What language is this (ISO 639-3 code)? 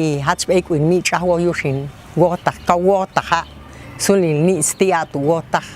jac